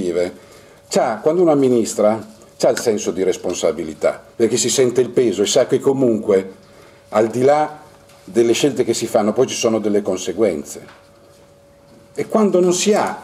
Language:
Italian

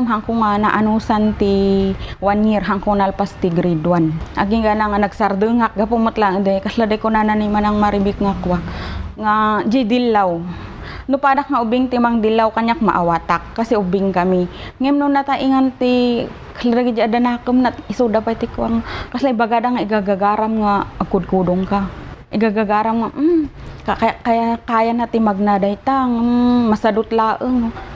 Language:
Iloko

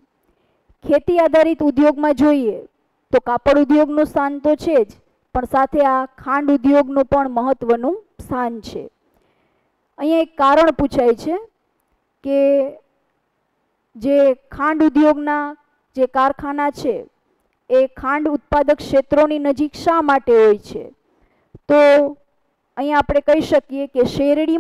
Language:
Gujarati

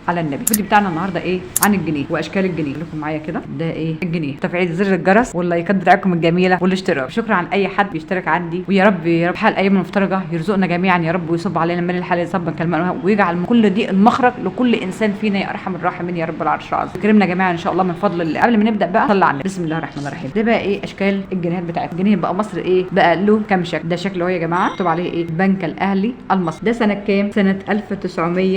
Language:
Egyptian Arabic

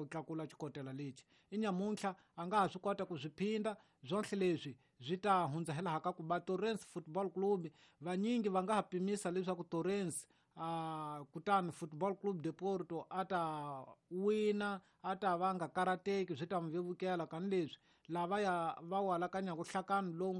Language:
Tsonga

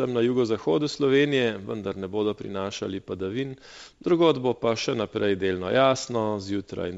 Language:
Slovenian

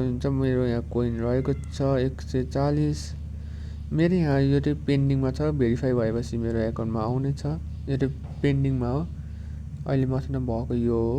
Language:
Nepali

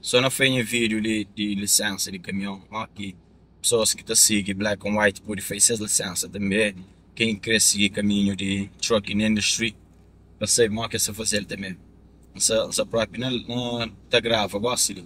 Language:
Kabuverdianu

